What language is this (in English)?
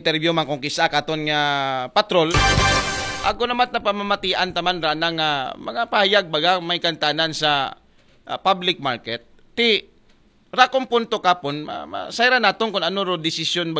Aklanon